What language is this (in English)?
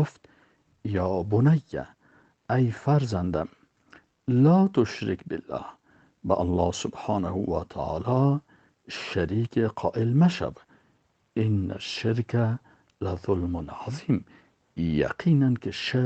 Persian